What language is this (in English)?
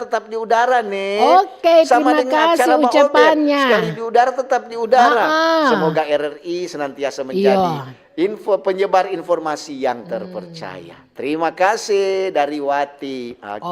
Manado Malay